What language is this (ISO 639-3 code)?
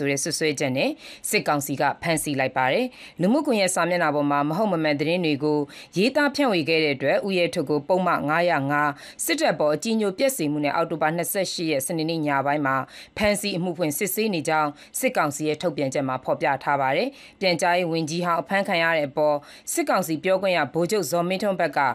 mya